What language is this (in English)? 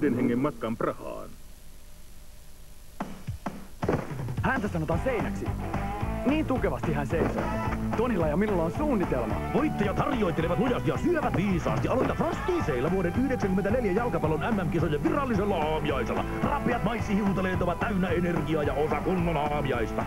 Finnish